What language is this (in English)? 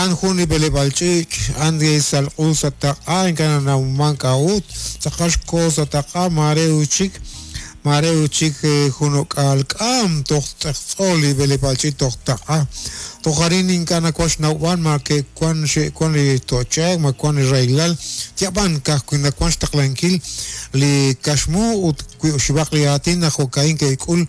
Kekchí